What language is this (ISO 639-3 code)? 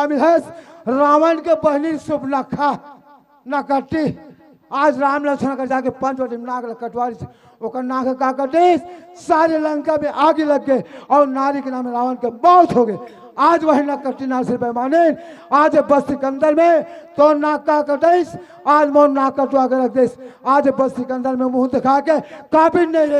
hne